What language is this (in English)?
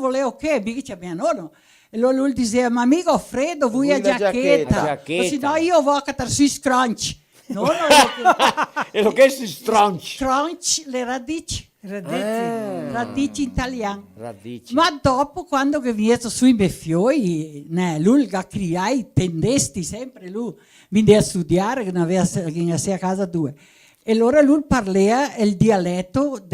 Venetian